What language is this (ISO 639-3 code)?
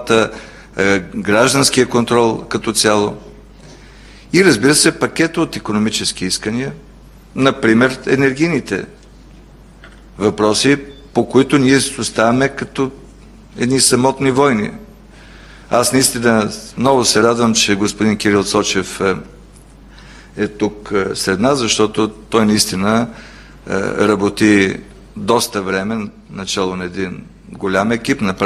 bul